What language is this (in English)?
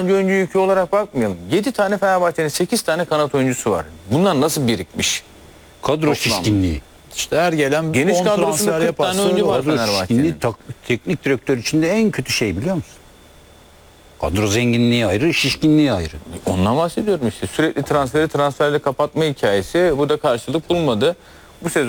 Turkish